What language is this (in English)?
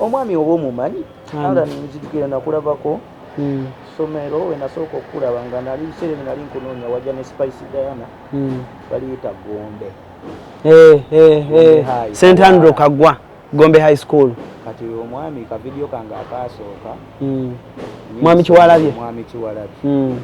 Ganda